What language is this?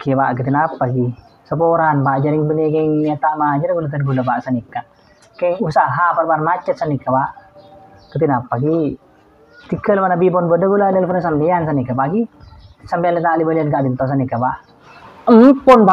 Madurese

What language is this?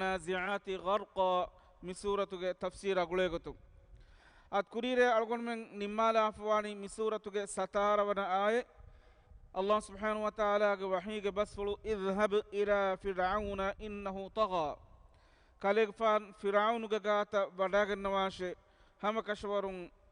Divehi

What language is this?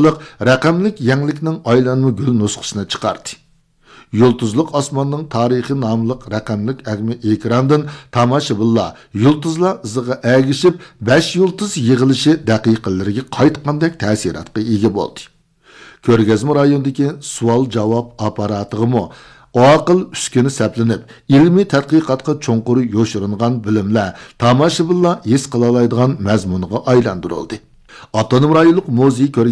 Uyghur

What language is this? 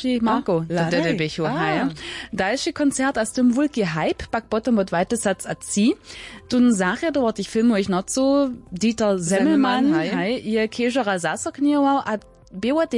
Upper Sorbian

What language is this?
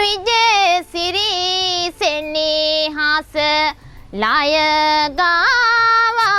Sinhala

